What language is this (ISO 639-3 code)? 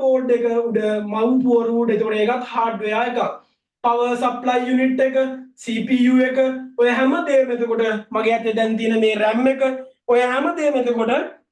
sin